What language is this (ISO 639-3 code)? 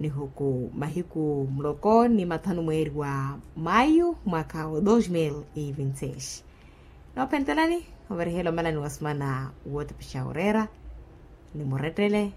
vmw